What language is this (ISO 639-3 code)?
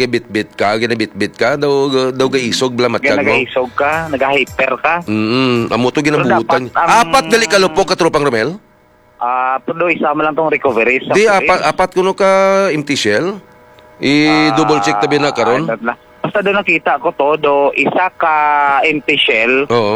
hil